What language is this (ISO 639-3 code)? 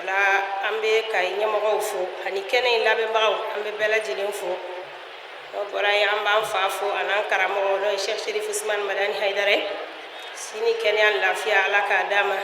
bam